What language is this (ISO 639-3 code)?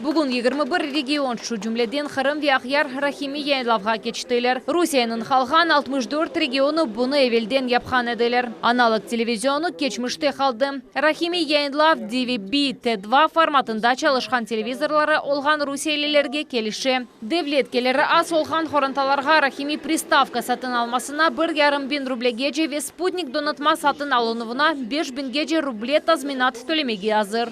crh